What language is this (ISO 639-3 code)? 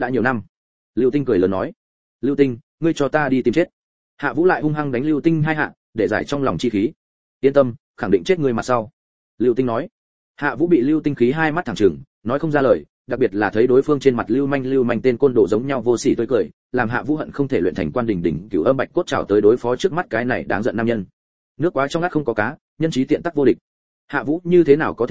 vie